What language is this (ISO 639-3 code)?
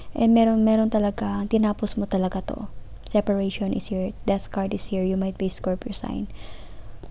fil